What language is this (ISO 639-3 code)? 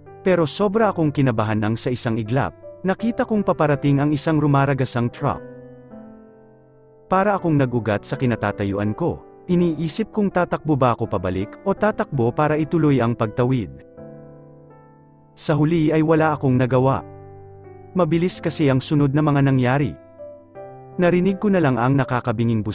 fil